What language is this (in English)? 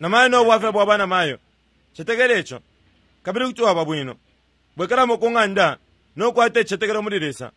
Bemba